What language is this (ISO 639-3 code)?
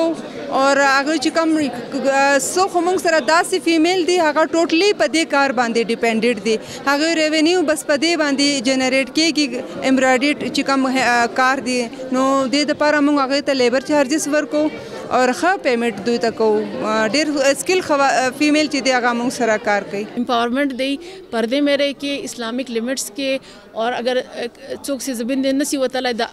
pus